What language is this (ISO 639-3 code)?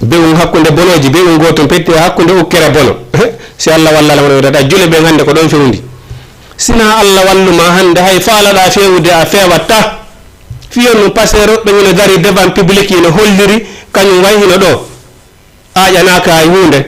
ful